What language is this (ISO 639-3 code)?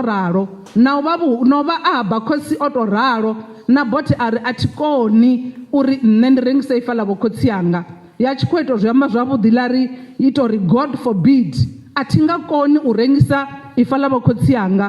ven